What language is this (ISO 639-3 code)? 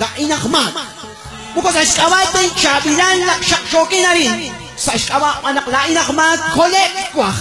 kek